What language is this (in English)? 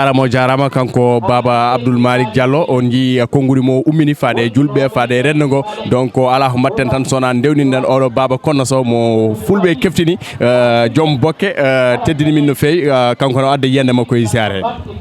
Fula